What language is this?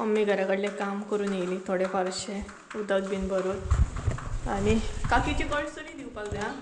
Konkani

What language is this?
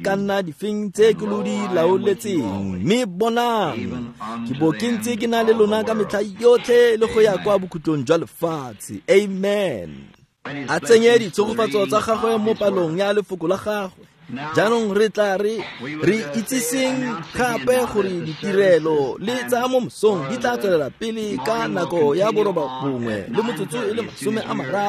Tswana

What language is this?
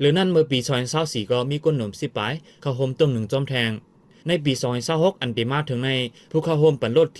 Shan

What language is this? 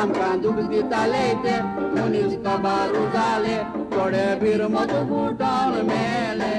Konkani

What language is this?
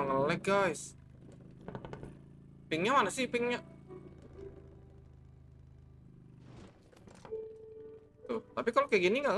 Indonesian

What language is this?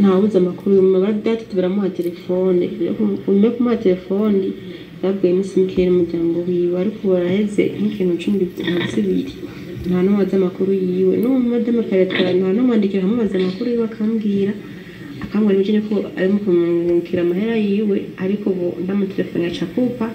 Rundi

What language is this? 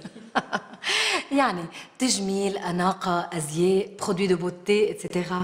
North Levantine Arabic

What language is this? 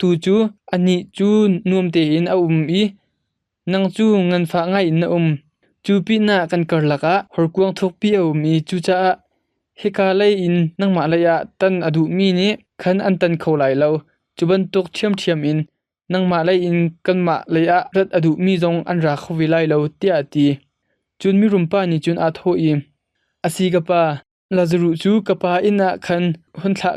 Hakha Chin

